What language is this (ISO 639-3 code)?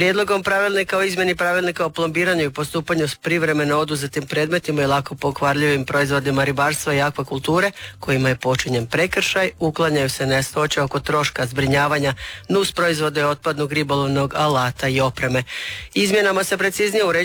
hrv